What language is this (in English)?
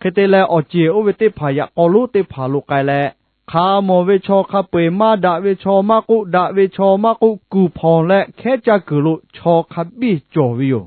Lahu